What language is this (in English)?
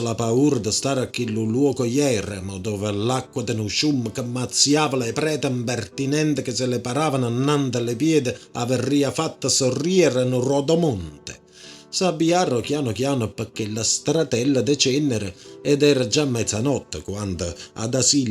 Neapolitan